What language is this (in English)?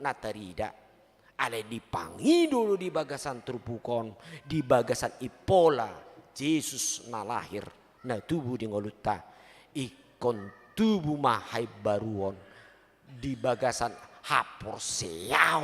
Batak Toba